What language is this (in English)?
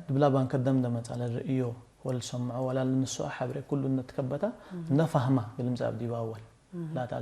Tigre